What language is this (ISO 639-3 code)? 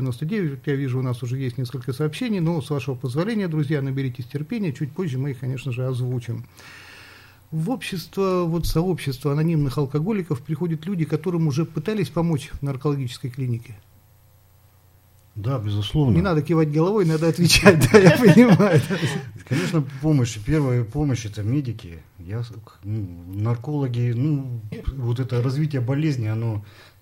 rus